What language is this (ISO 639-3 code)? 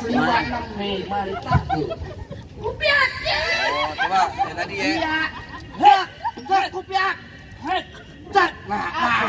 bew